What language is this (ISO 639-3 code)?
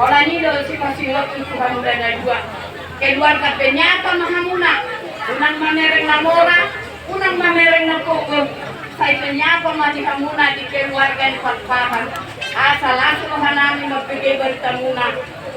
bbc